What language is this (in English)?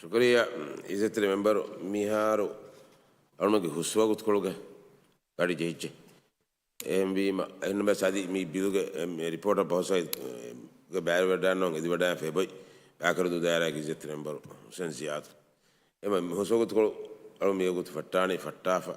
Divehi